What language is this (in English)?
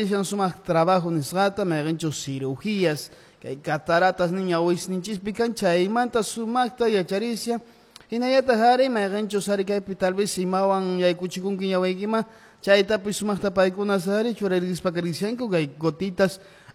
Quechua